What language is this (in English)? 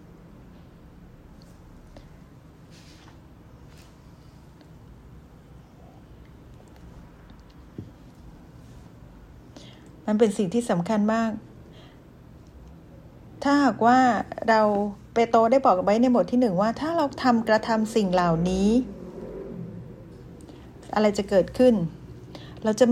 Thai